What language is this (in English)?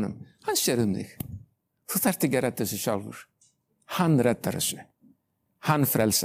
Icelandic